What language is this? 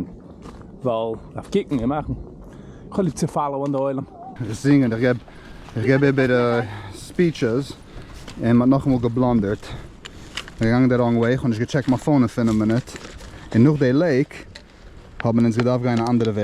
Yiddish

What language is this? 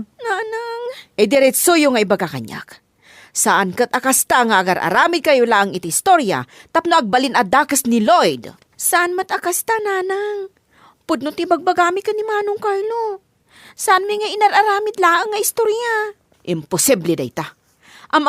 Iloko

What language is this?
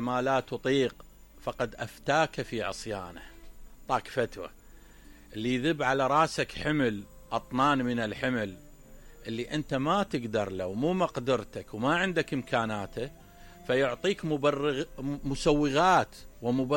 Mesopotamian Arabic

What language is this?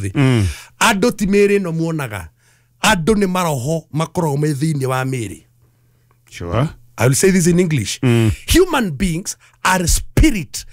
Kikuyu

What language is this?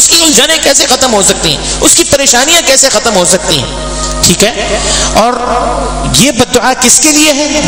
Urdu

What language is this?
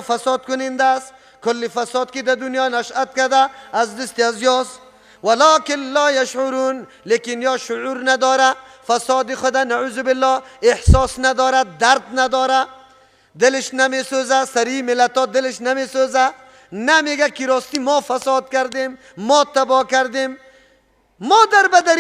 Persian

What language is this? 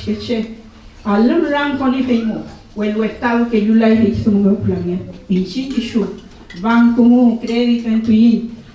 Mapuche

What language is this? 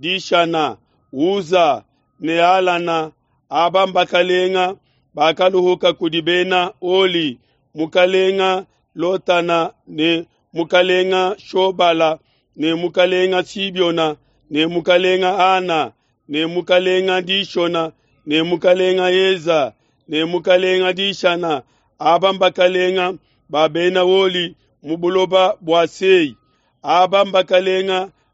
Luba-Lulua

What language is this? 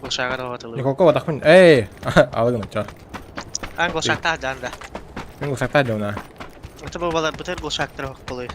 Yakut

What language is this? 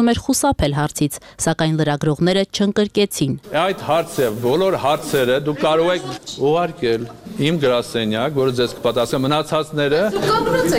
Armenian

